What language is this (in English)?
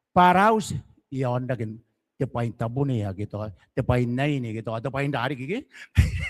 Gilbertese